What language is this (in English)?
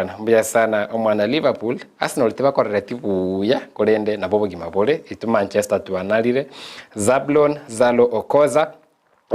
Gusii